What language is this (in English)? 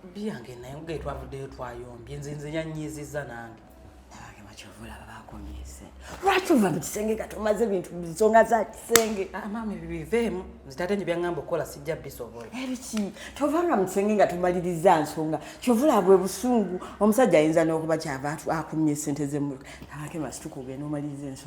Ganda